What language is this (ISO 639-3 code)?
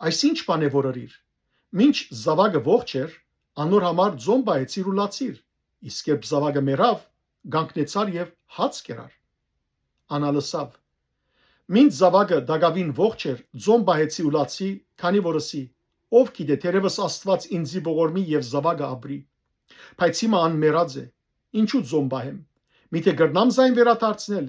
hyw